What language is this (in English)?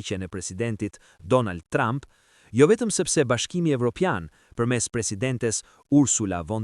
Albanian